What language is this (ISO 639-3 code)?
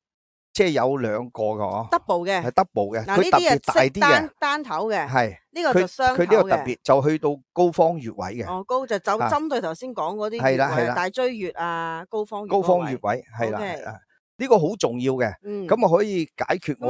yue